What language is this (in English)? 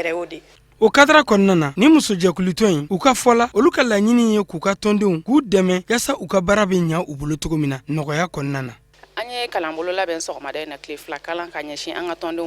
Bambara